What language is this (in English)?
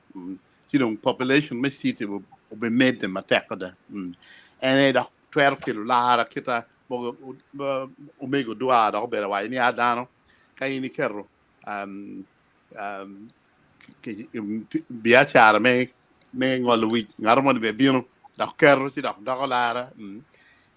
Acoli